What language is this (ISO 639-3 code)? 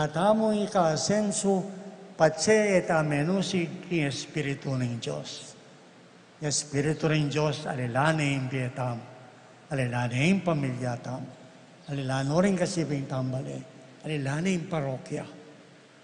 pam